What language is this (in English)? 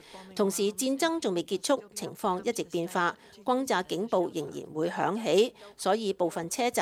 Cantonese